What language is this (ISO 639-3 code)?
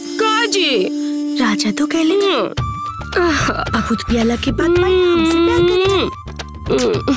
bho